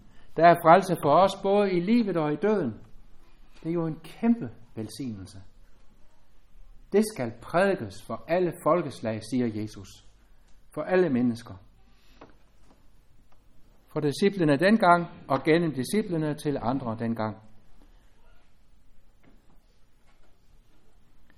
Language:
Danish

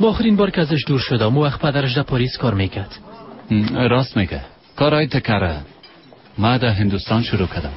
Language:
Persian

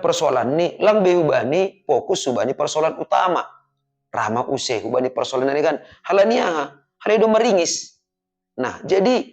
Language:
Batak Simalungun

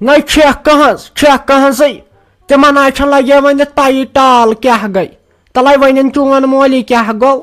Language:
Kashmiri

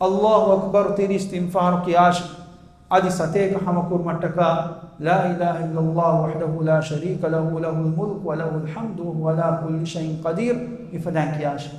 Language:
Divehi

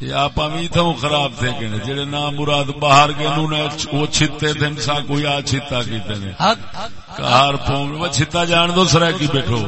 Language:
Saraiki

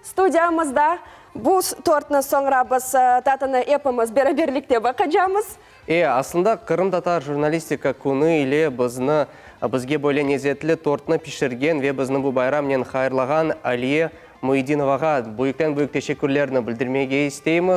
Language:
Crimean Tatar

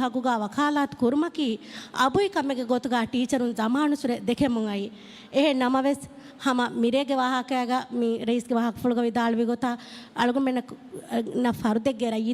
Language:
Divehi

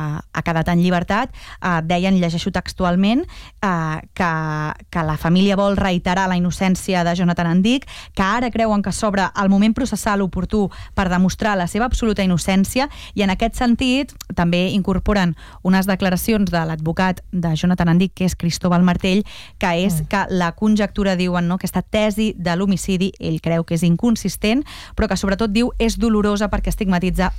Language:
Catalan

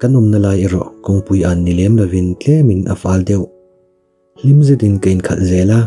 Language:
Mizo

